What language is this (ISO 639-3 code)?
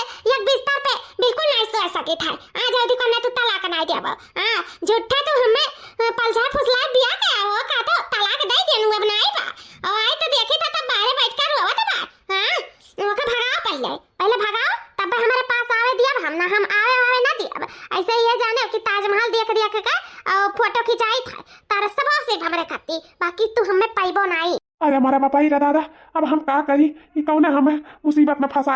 awa